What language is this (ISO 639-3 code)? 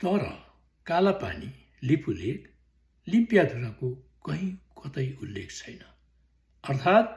nep